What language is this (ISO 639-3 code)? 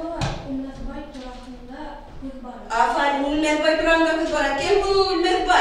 bak